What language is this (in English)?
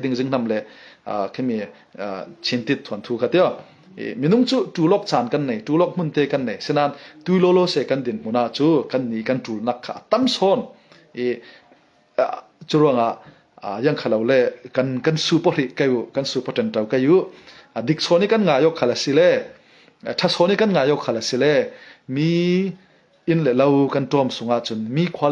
Falam Chin